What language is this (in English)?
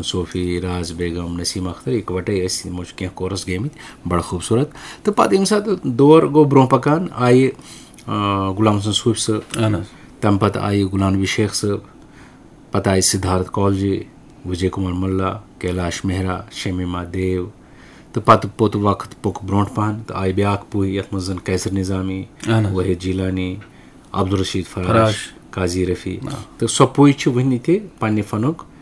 Kashmiri